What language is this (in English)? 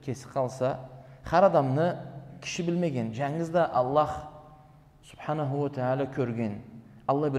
Karachay-Balkar